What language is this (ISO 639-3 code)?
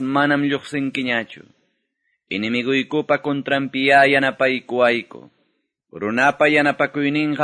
que